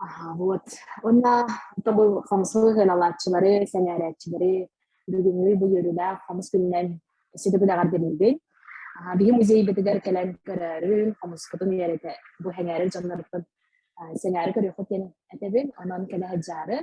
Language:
Yakut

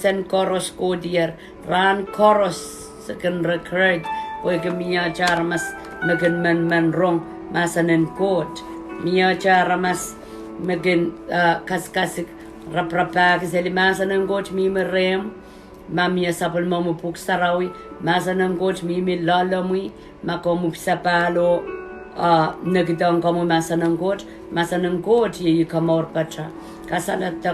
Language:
Pohnpeian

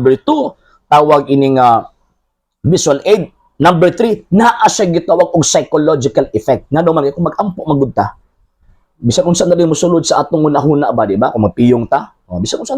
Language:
Cebuano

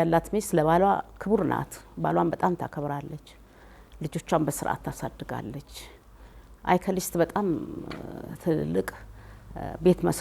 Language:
Amharic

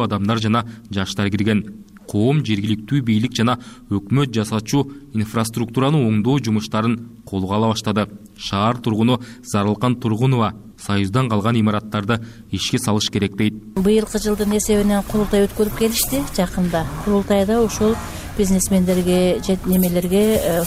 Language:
Kyrgyz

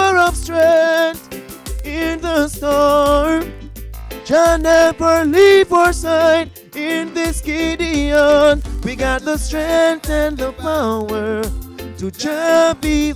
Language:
Jamaican Creole English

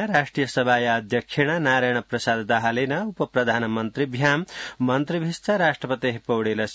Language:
Sanskrit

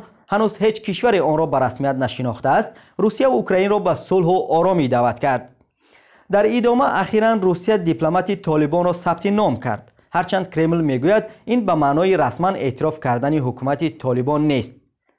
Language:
Tajik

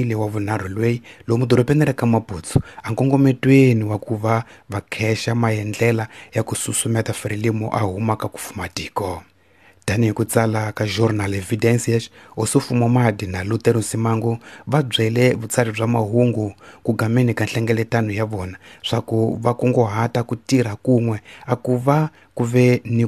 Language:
Tsonga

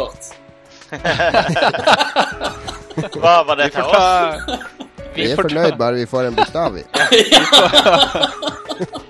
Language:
Norwegian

